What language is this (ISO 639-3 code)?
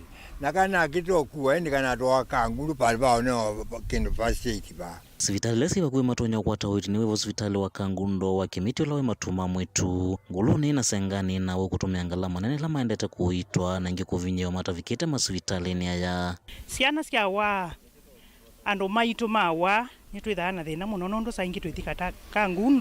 kam